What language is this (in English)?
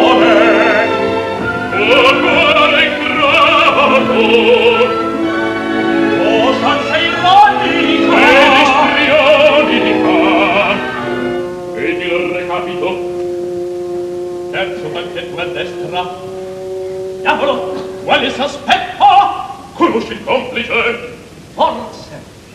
Italian